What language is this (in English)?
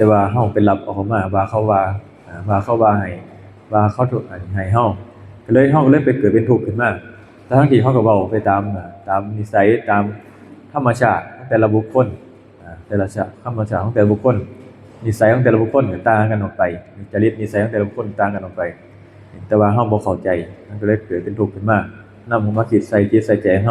Northeastern Thai